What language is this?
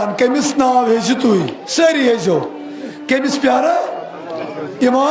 Kashmiri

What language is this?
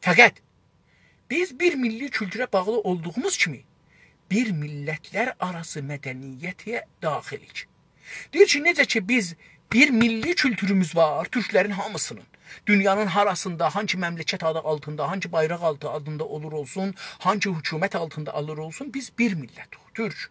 South Azerbaijani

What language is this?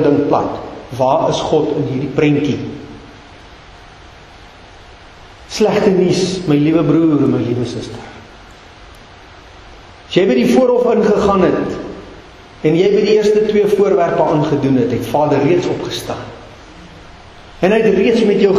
Afrikaans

